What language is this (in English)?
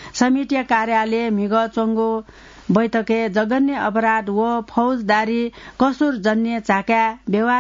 Newari